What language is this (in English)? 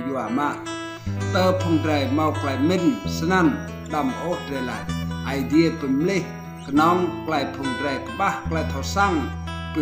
Rade